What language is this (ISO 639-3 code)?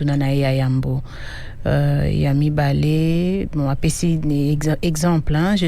lin